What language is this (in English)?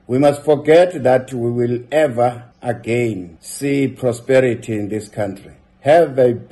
English